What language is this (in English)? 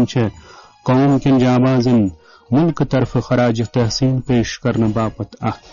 Kashmiri